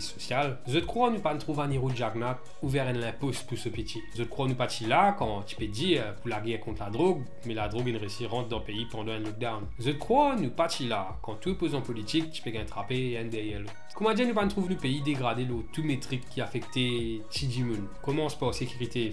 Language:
Morisyen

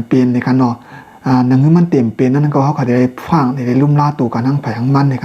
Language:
Shan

